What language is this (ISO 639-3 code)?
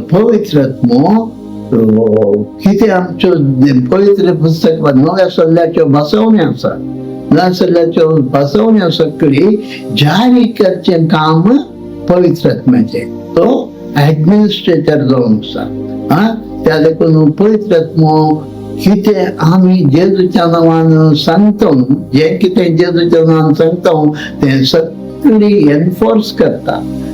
kok